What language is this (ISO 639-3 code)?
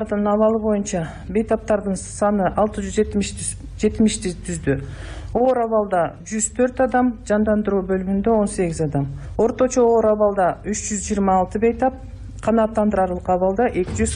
kir